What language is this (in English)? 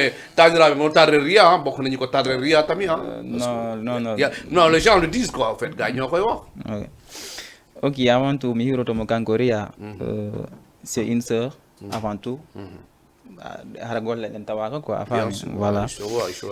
Fula